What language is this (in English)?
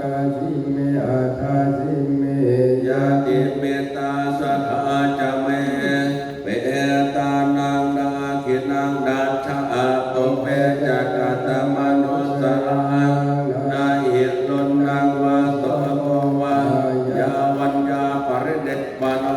Pali